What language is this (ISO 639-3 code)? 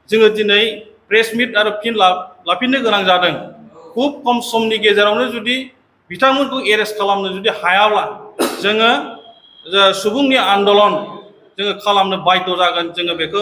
brx